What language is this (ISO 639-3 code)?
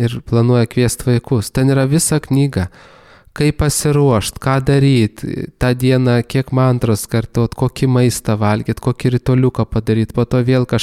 lit